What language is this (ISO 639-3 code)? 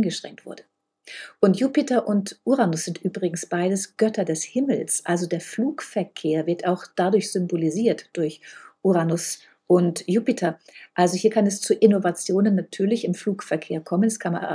deu